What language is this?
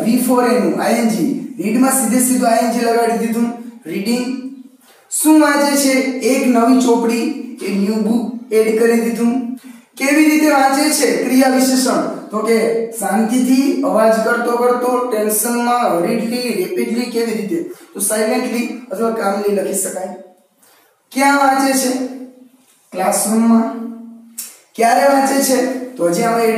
Gujarati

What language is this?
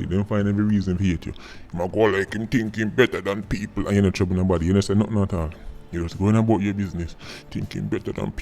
Jamaican Creole English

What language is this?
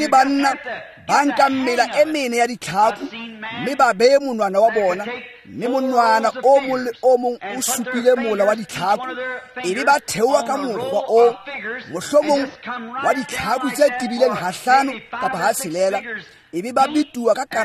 Tswana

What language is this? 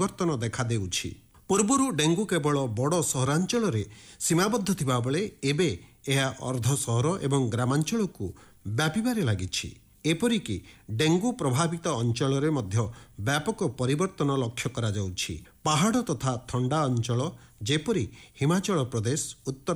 Odia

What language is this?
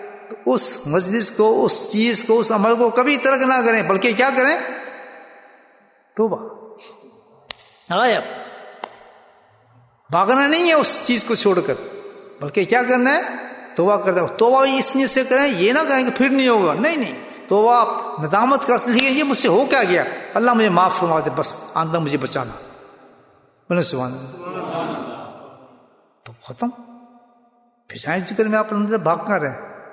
Urdu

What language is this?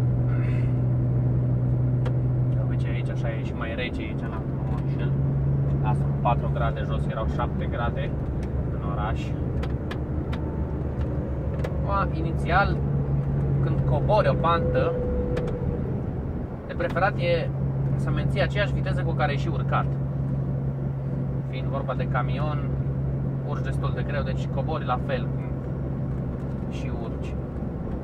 Romanian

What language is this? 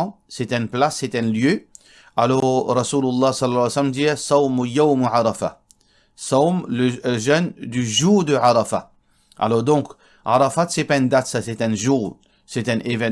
Morisyen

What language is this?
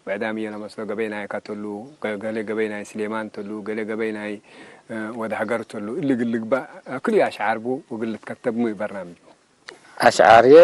Tigre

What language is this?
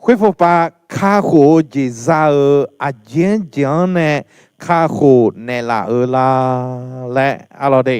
Akha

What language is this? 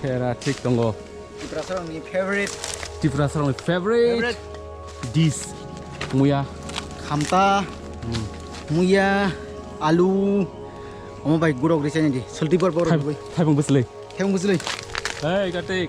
Kok Borok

